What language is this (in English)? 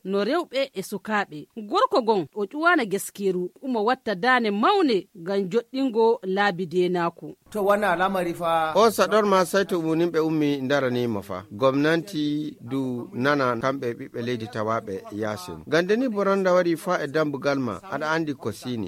Fula